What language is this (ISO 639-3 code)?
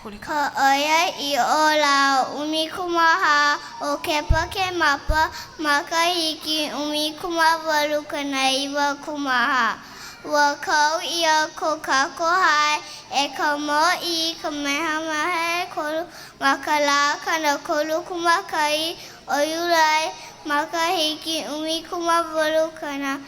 haw